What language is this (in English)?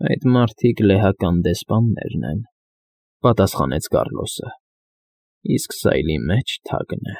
Armenian